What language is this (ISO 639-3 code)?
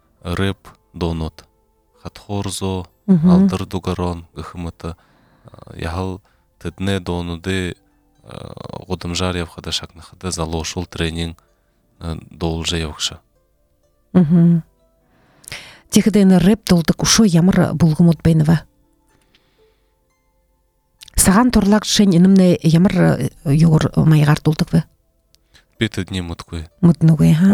bua